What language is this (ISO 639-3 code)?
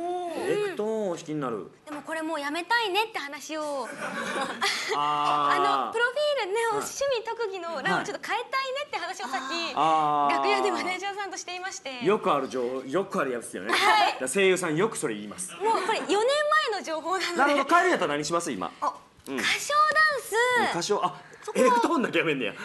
jpn